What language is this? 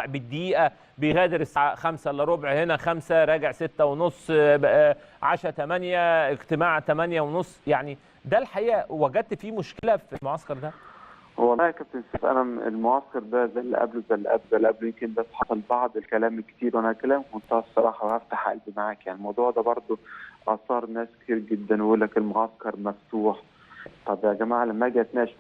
Egyptian Arabic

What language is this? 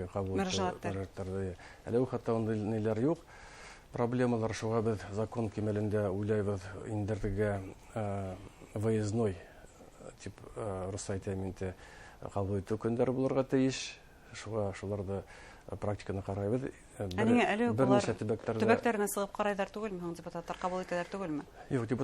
Bashkir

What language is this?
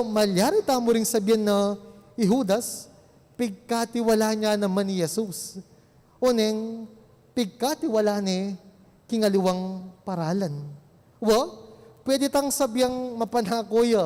Pampanga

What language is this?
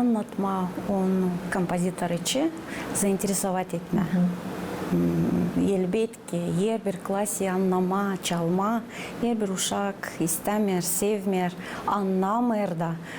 Gagauz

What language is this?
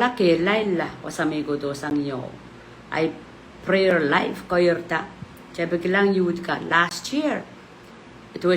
Pohnpeian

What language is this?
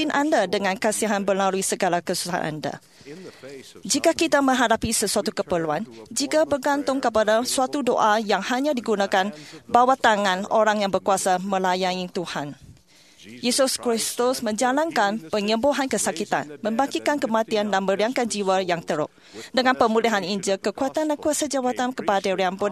Malay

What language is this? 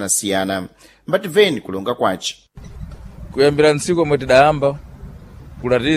Sena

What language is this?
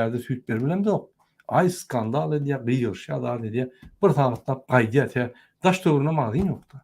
Turkmen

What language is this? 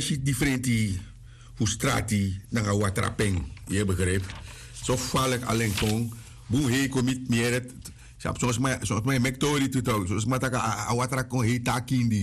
Sranan Tongo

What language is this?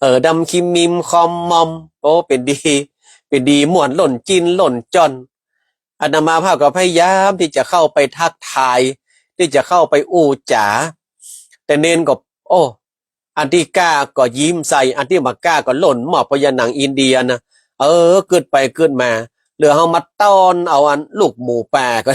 Northern Thai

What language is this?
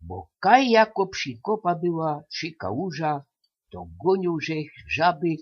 Silesian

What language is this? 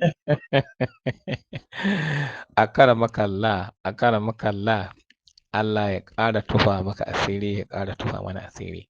Hausa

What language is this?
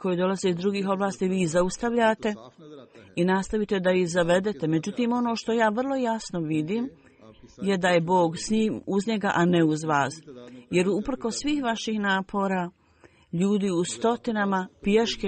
Bosnian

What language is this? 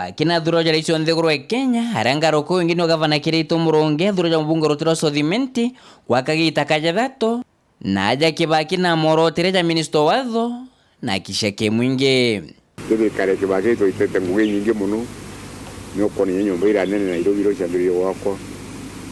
Meru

